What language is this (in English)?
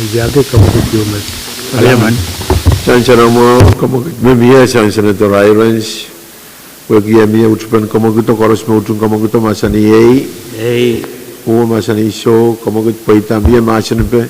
Pohnpeian